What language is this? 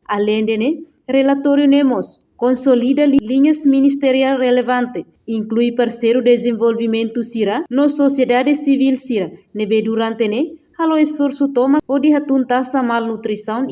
Tetum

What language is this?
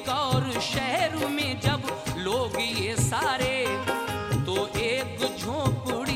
Hindi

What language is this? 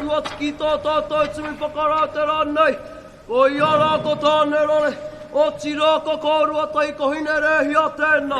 Māori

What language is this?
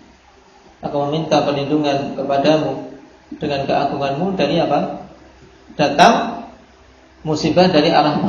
Indonesian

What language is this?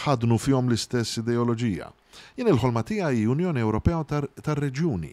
Maltese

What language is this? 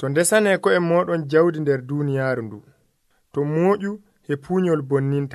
Nigerian Fulfulde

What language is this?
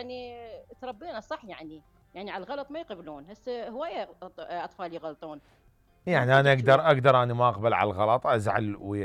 Mesopotamian Arabic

